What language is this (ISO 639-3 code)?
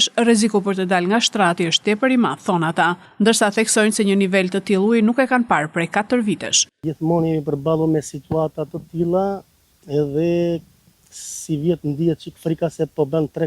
sqi